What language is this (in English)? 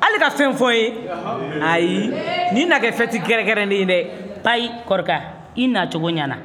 Bambara